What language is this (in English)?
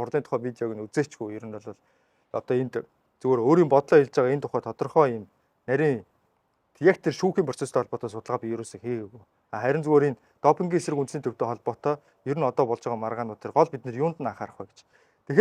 Mongolian